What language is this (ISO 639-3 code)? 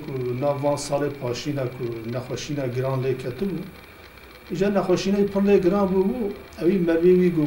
kur